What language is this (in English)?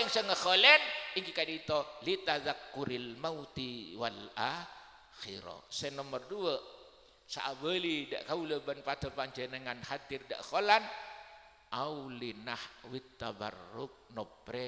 Madurese